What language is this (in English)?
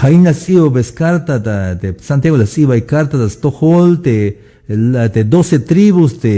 Tzeltal